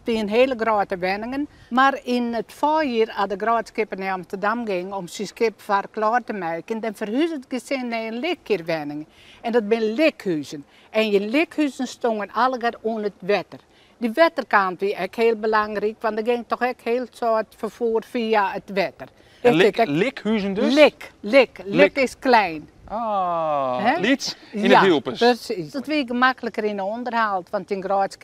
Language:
Western Frisian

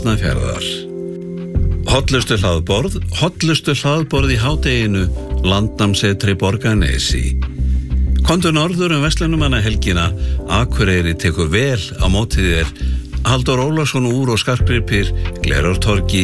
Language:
Icelandic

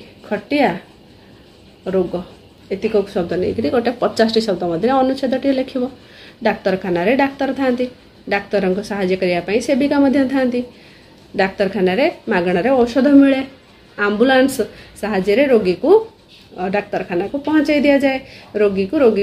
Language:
Odia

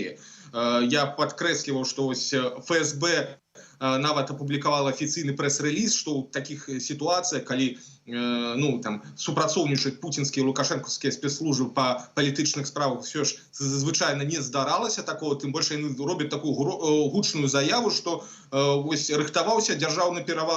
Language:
Belarusian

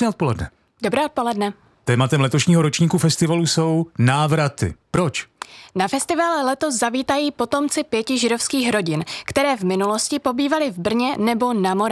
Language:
Czech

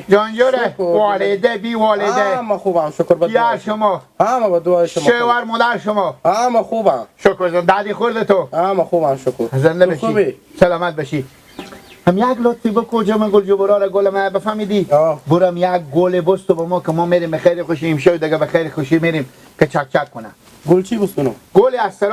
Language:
Persian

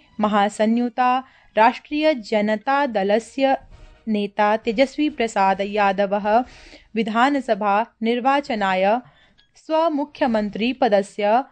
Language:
Sanskrit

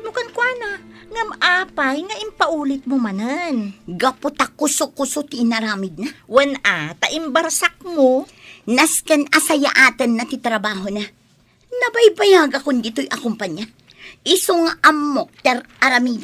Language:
Iloko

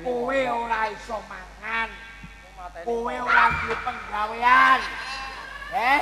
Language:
Javanese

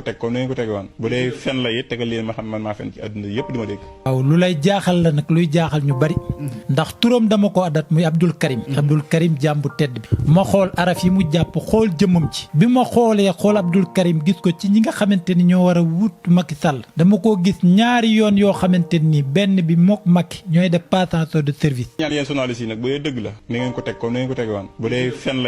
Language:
Wolof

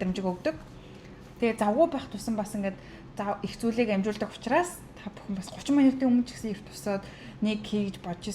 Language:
Mongolian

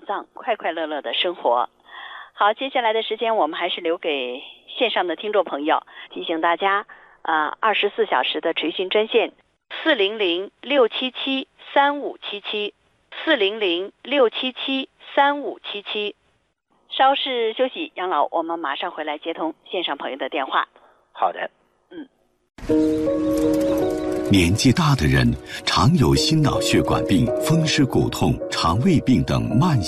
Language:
Chinese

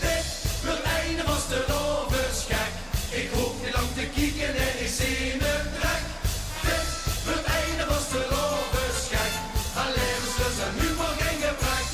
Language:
Limburgish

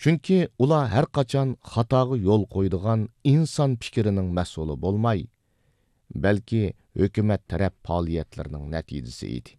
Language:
Uyghur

